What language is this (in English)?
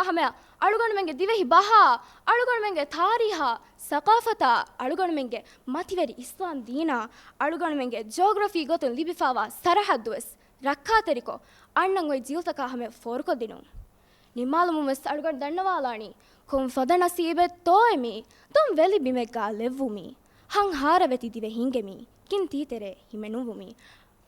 Divehi